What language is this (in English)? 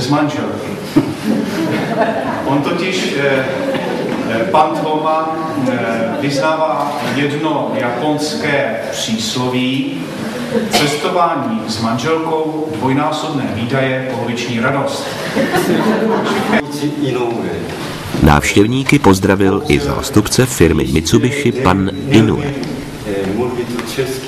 Czech